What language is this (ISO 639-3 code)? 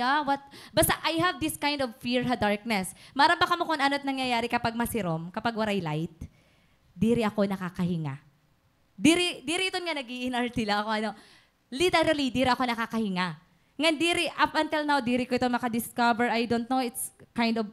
war